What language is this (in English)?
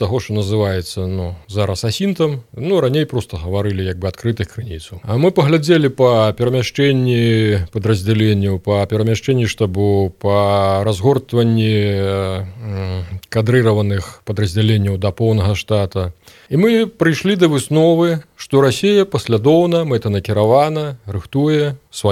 Belarusian